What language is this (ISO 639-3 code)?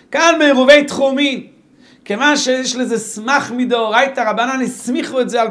heb